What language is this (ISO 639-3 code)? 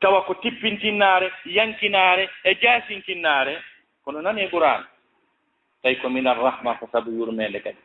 ful